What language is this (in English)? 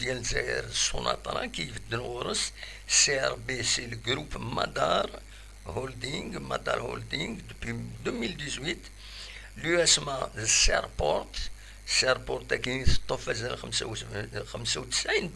Kabyle